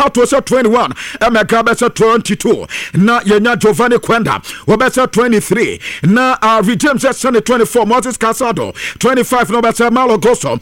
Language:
Akan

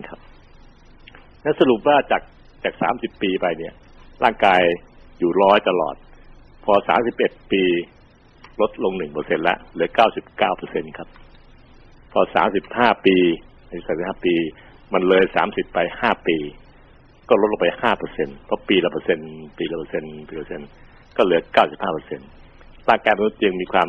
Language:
Thai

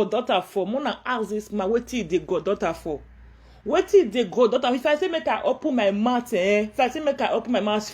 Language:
Nigerian Pidgin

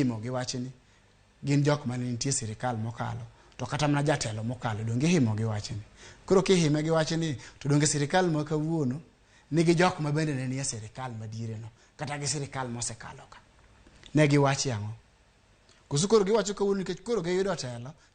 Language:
Luo (Kenya and Tanzania)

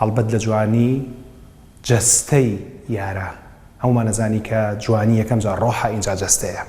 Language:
Central Kurdish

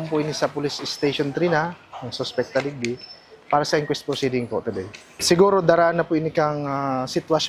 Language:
Bikol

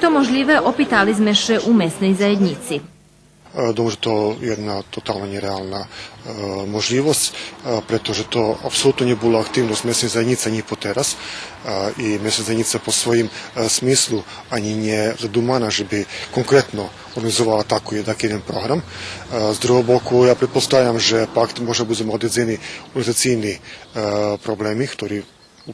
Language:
Rusyn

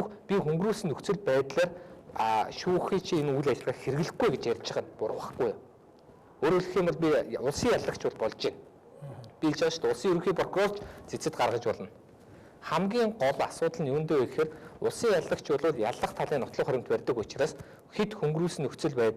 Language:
Mongolian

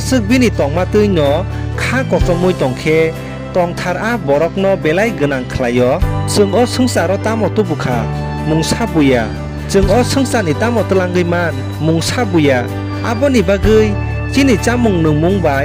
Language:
Kok Borok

